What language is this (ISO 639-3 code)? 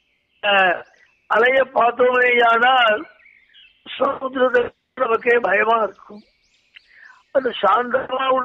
tam